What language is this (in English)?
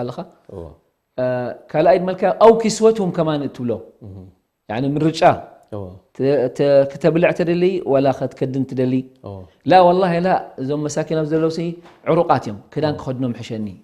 Tigrinya